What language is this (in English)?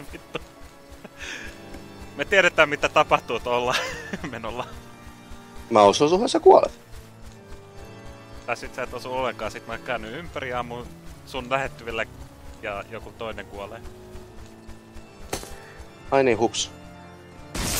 Finnish